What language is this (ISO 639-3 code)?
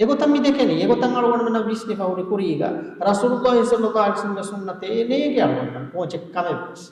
div